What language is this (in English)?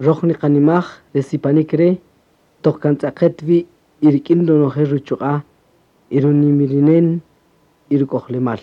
Kaqchikel